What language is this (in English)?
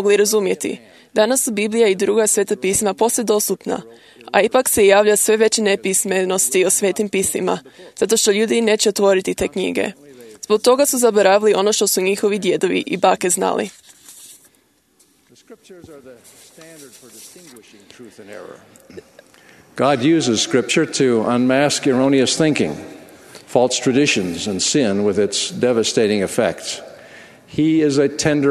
Croatian